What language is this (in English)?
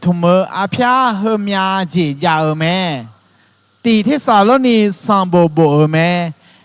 Akha